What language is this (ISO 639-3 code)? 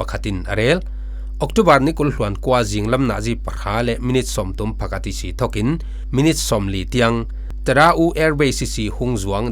cfm